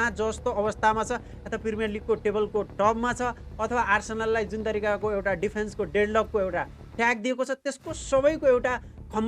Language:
Nepali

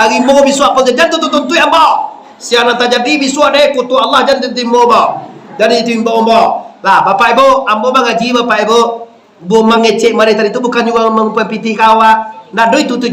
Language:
Minangkabau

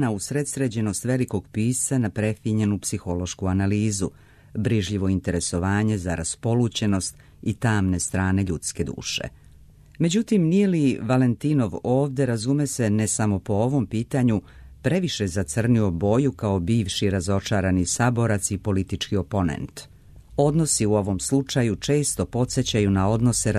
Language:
Serbian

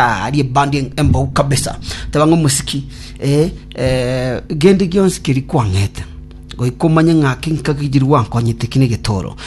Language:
Gusii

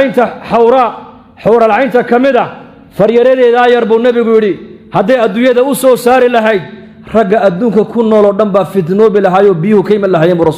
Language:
Somali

